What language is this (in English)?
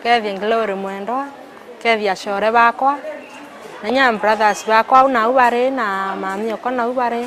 Meru